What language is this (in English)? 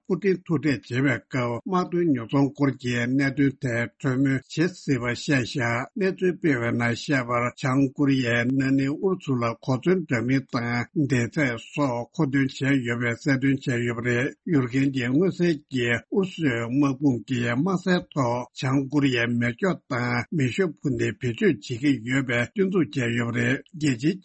Tibetan